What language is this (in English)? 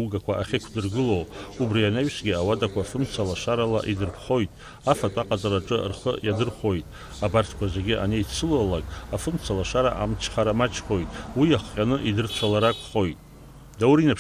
Abkhazian